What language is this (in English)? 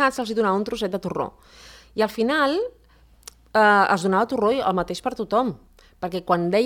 Catalan